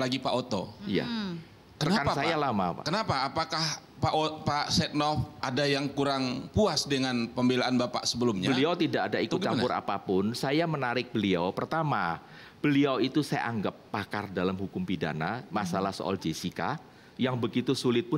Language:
Indonesian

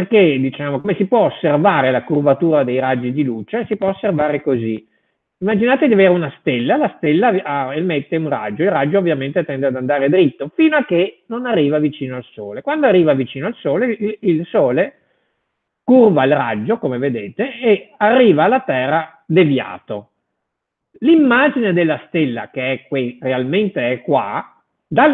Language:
Italian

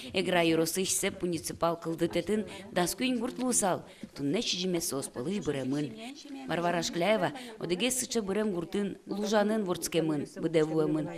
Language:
Udmurt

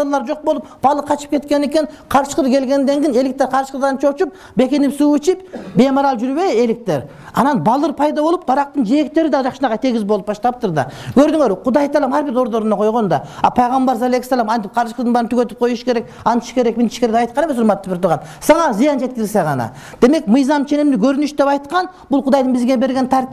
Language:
Kyrgyz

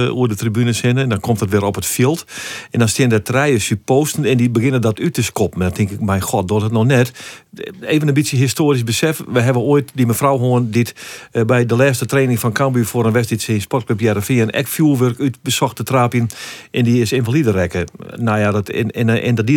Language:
Western Frisian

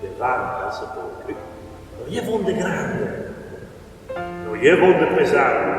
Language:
Friulian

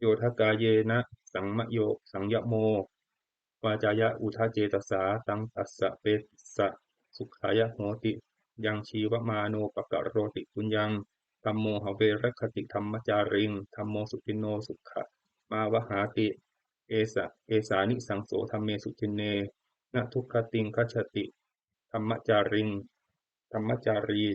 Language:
Pali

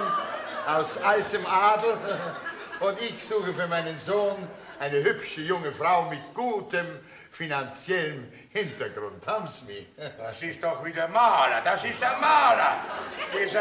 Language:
Bavarian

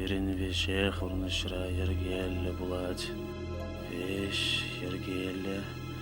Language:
Chuvash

